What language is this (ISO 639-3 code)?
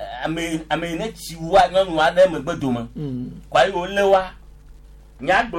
gej